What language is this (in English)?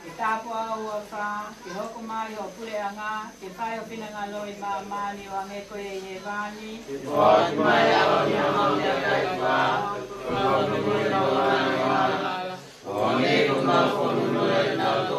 Tongan